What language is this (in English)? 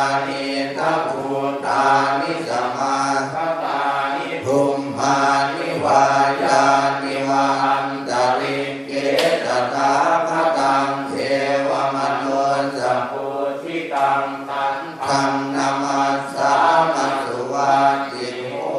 Pali